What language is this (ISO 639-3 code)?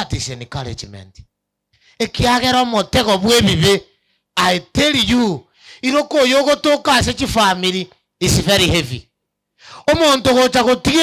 guz